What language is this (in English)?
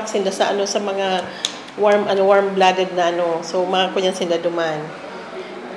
Bikol